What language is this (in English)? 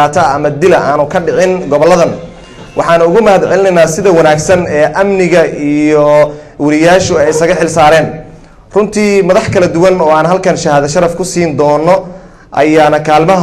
Somali